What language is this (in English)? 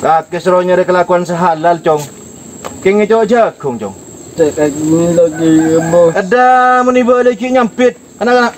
Madurese